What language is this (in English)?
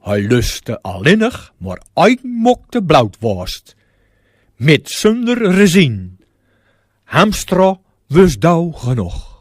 Gronings